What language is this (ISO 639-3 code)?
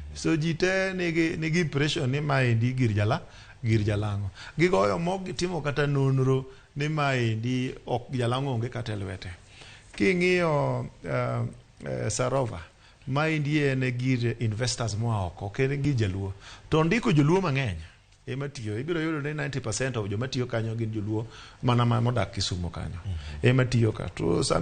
luo